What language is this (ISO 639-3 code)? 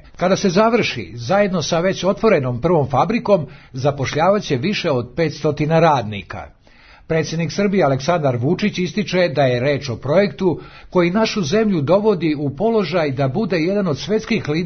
srp